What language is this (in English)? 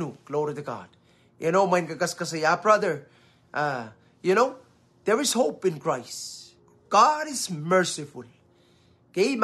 Pohnpeian